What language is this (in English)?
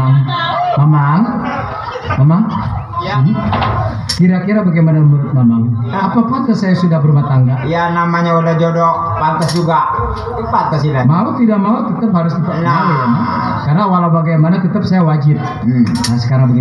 Betawi